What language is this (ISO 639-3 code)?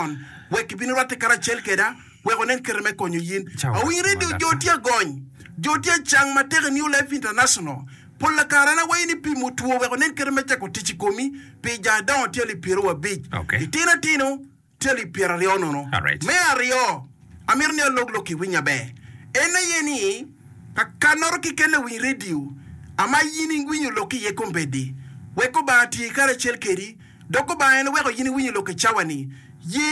ach